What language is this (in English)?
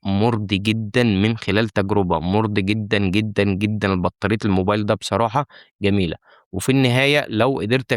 Egyptian Arabic